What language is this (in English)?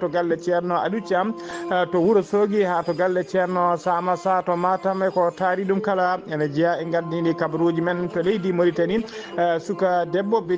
Fula